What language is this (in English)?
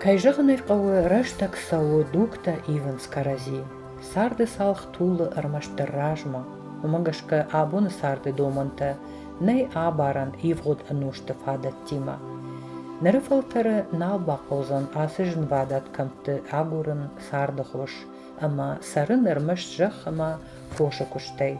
Ossetic